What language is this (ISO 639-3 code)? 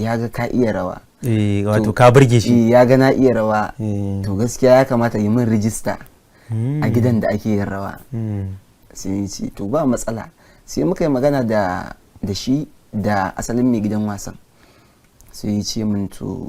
hau